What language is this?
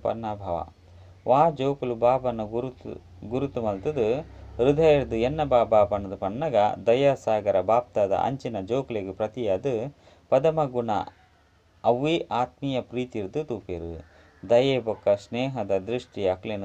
Tulu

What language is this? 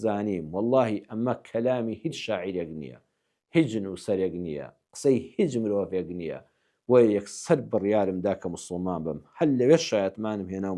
Central Kurdish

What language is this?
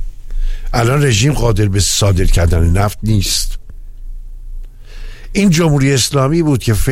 Persian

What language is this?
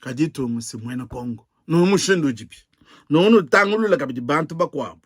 Luba-Lulua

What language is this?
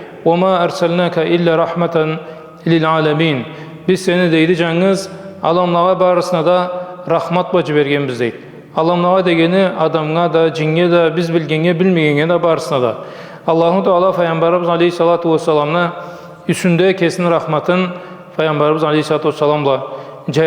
Karachay-Balkar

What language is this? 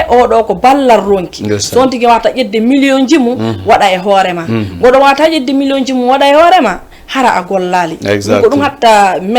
Fula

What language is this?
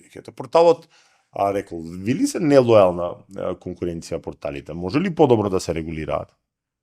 Macedonian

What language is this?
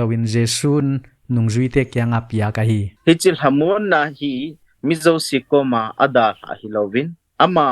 Paite Chin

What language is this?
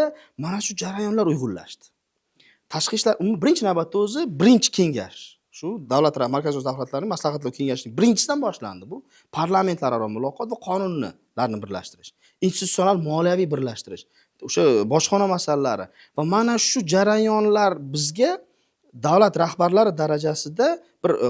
Uzbek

